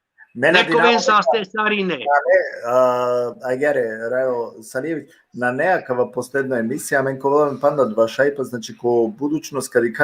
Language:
Balkan Romani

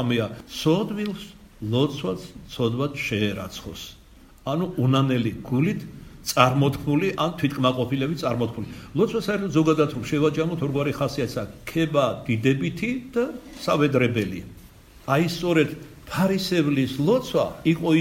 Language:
Georgian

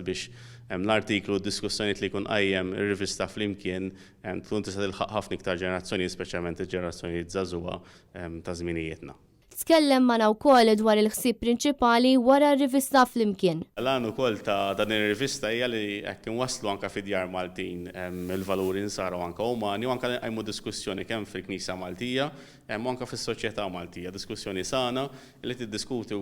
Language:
Maltese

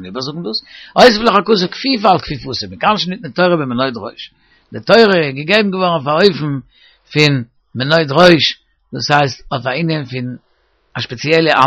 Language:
Yiddish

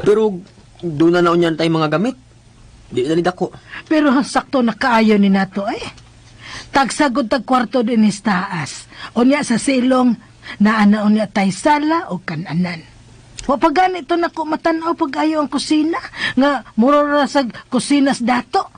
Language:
Cebuano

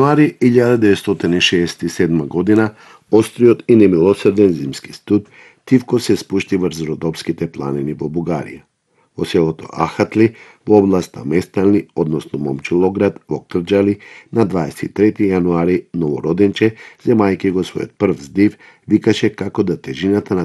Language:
Macedonian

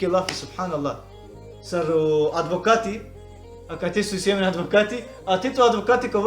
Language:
Balkan Romani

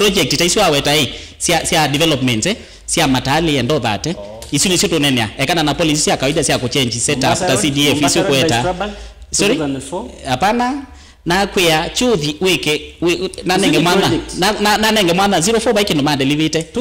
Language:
Kamba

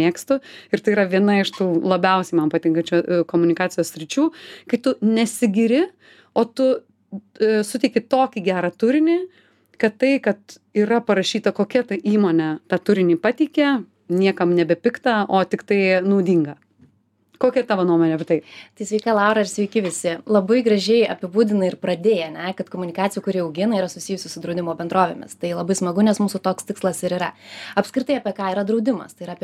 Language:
Lithuanian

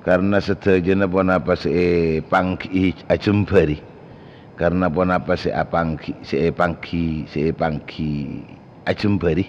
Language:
Madurese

